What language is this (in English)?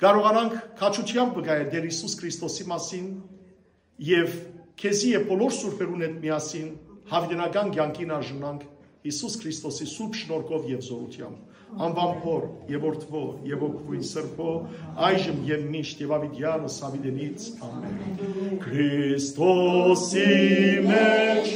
Western Armenian